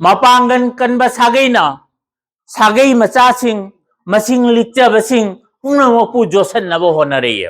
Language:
Manipuri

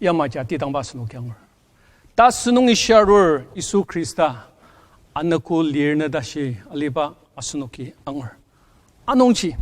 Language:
Ao Naga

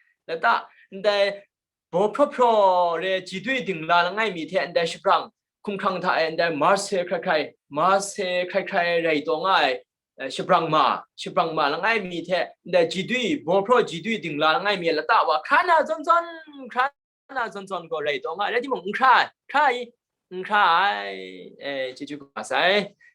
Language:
Kachin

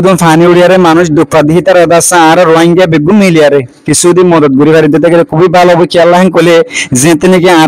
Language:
Rohingya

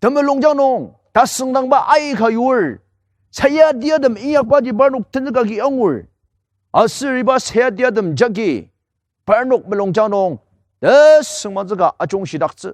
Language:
Ao Naga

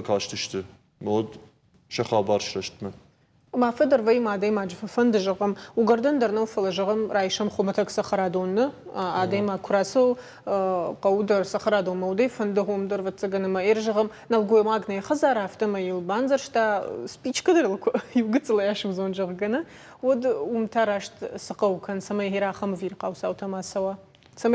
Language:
Ossetic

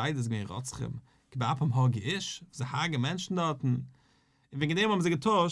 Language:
Yiddish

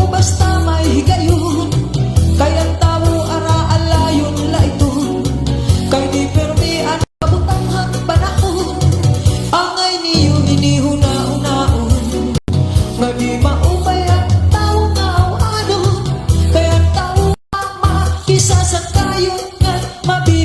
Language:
Waray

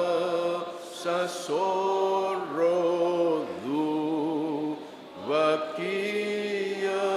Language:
Fijian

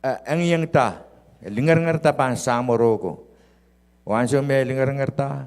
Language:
Pohnpeian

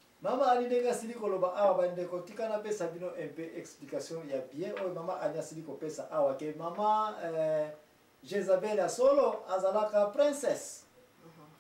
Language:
Lingala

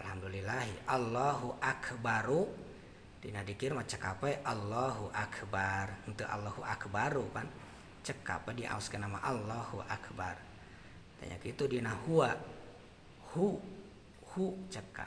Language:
Sundanese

